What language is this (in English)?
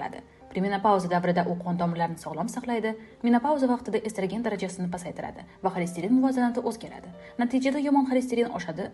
Uzbek